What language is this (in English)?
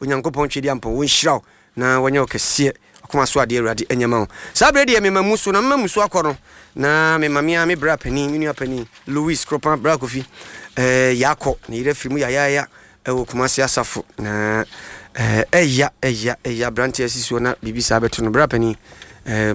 Akan